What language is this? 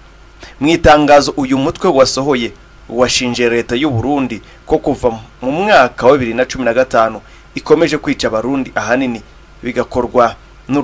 Kinyarwanda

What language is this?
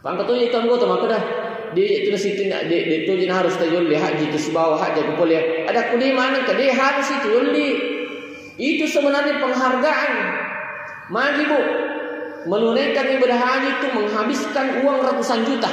Buginese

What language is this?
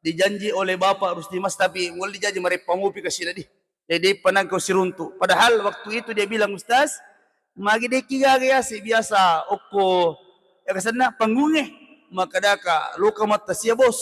Buginese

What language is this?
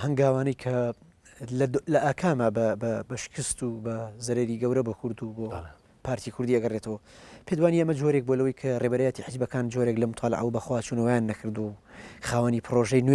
Central Kurdish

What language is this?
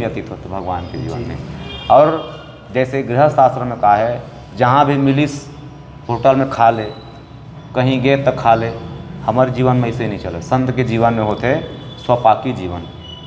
Chhattisgarhi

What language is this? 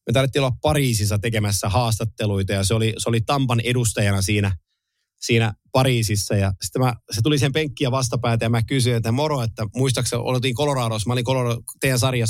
Finnish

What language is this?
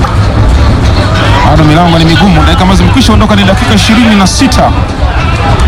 Swahili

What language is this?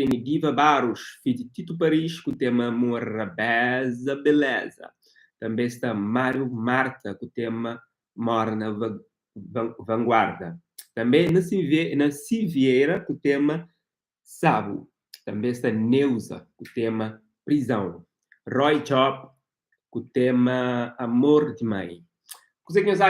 Kabuverdianu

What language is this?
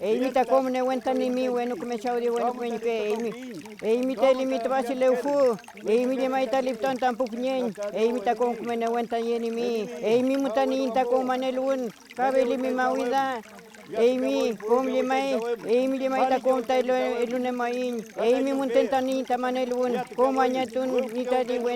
Mapuche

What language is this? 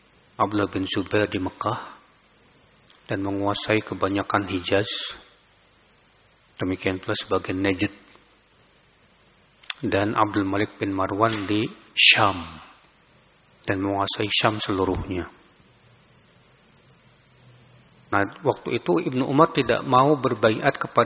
Indonesian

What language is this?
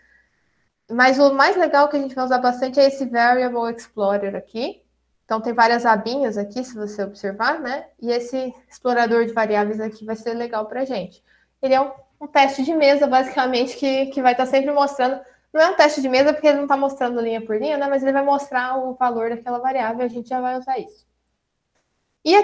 Portuguese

